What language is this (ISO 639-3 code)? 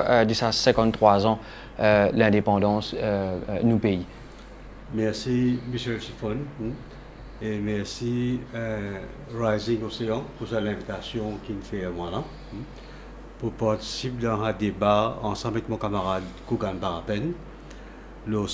mfe